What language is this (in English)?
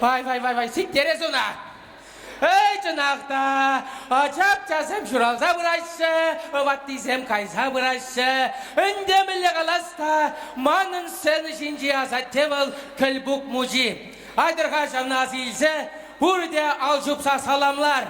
Chuvash